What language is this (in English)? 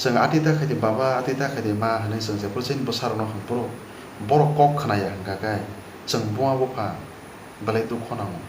Kok Borok